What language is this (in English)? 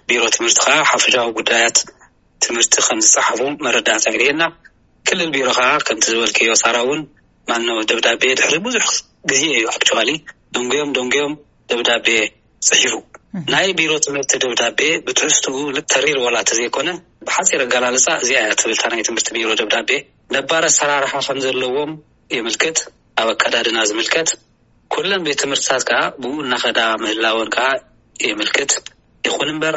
Tigrinya